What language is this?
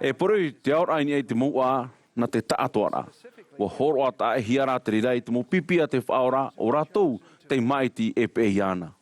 Tahitian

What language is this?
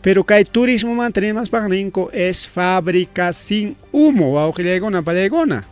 Ayacucho Quechua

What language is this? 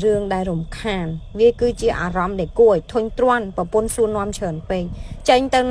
Khmer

